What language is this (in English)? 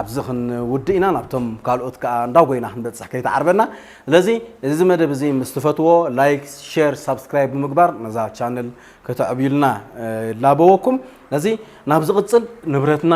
Tigrinya